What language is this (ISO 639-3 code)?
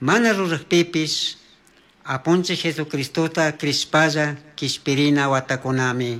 qug